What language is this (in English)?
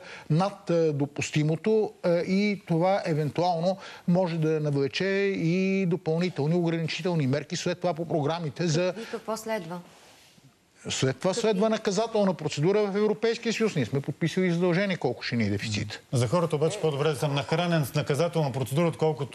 Bulgarian